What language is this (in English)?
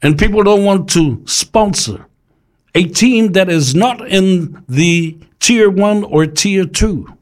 Samoan